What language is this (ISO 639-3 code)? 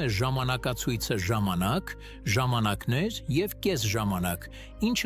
hyw